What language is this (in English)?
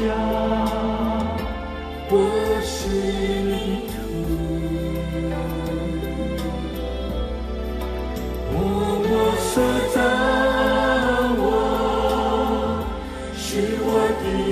Chinese